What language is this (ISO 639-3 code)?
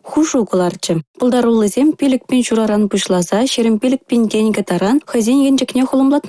chv